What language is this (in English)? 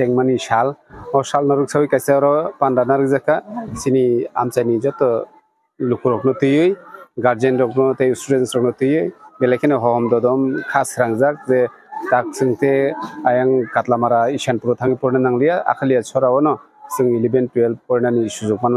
Kok Borok